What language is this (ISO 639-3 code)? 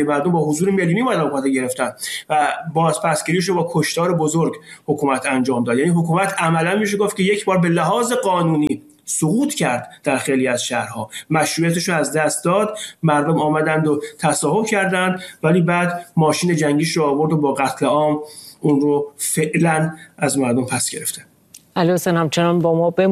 fas